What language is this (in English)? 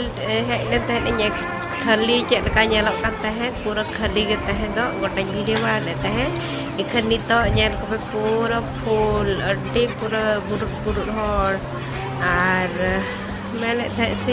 Santali